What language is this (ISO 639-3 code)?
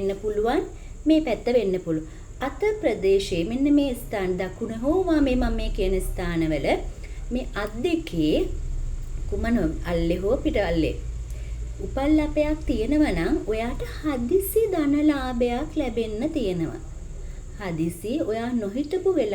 sin